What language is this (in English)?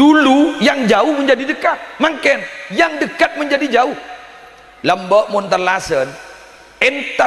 Madurese